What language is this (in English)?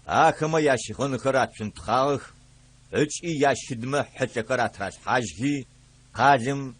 Adyghe